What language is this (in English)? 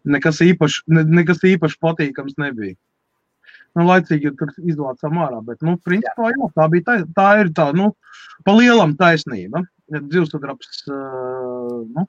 Latvian